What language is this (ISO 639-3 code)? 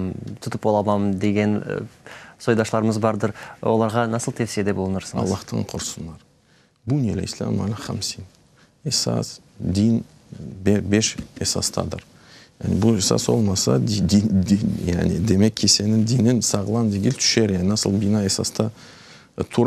crh